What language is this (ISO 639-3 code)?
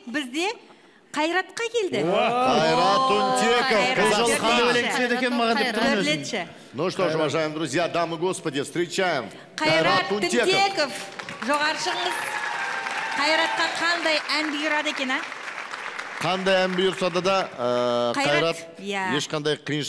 kaz